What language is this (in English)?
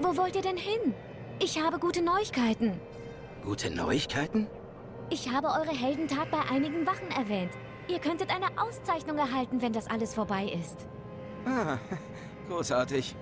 Swiss German